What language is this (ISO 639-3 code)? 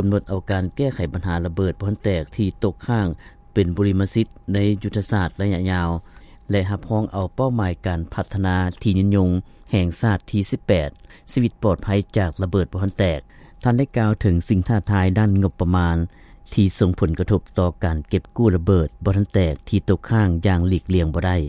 lao